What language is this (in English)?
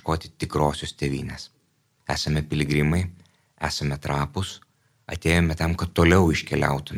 Lithuanian